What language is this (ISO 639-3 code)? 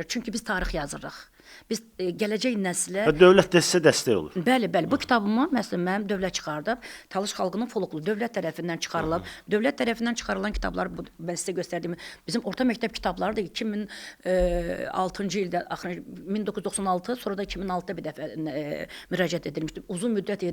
aze